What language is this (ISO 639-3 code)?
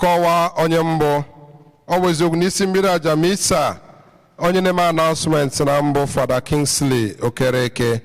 ibo